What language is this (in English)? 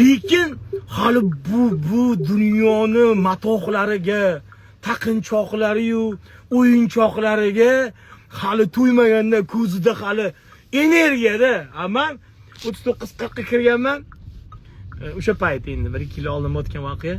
Uzbek